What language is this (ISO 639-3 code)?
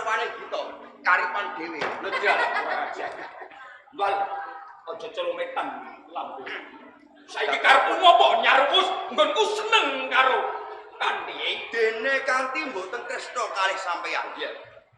jav